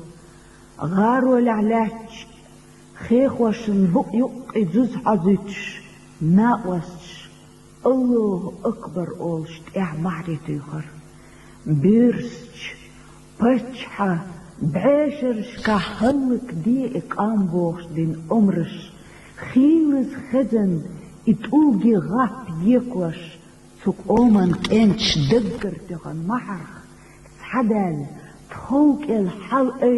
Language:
Chechen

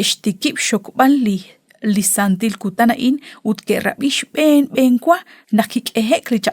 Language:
Kekchí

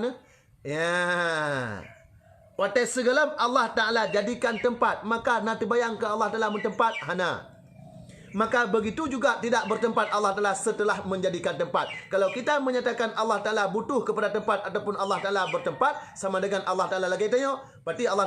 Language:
Achinese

